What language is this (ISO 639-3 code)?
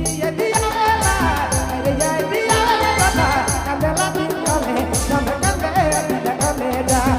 sck